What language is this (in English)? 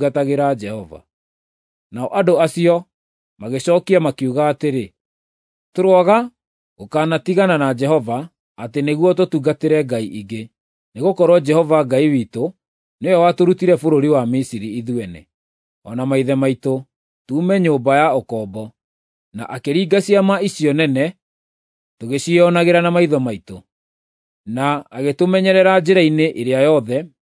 Kikuyu